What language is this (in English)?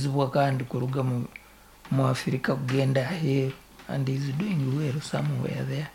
Nyankole